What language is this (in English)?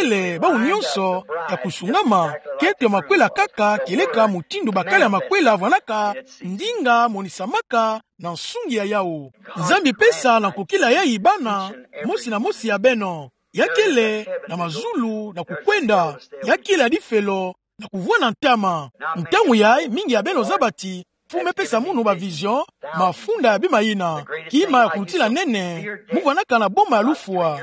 Kituba (Democratic Republic of Congo)